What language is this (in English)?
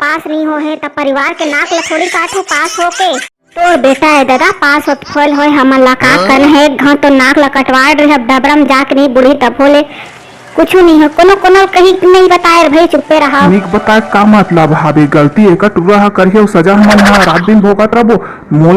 Chhattisgarhi